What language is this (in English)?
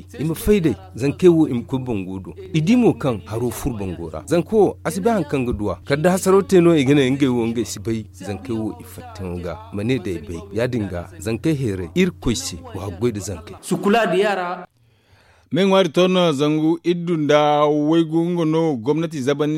Zarma